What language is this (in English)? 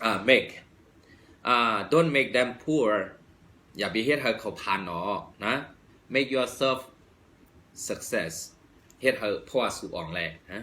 Shan